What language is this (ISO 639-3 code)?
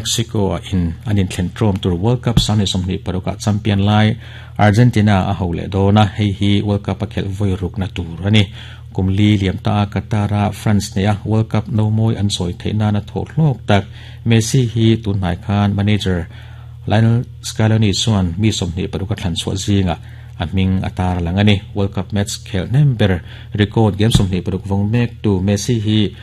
lus